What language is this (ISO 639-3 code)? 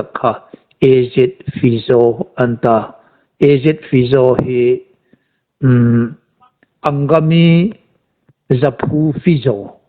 hmr